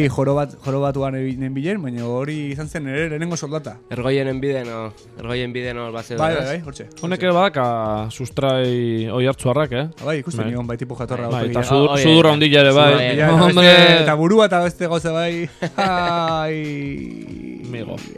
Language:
Basque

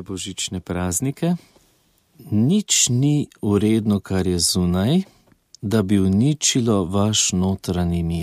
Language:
Slovenian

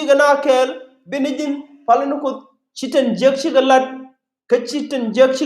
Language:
Nuer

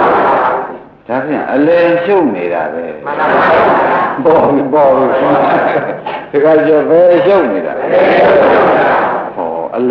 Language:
Burmese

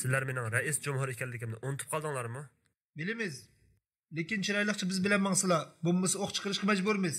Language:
Uyghur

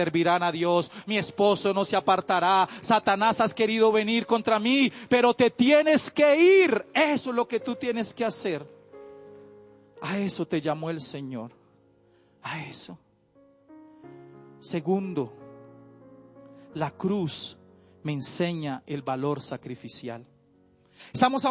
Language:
Spanish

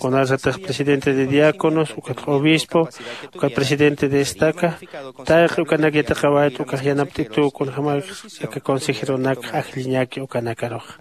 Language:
Aymara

